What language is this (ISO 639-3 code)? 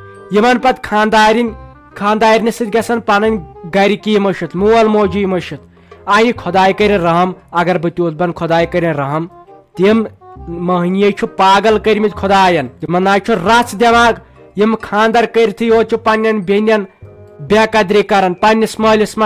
kas